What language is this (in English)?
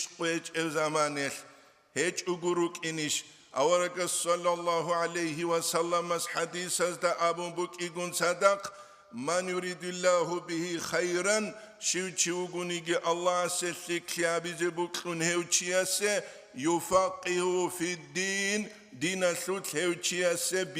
Avaric